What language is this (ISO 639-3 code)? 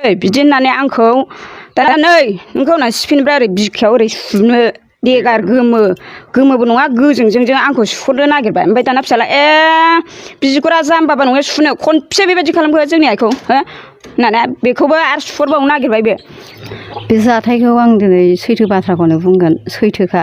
brx